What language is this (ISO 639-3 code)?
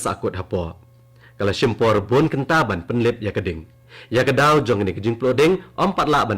kha